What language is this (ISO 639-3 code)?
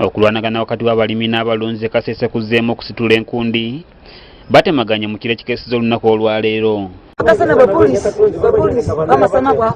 lug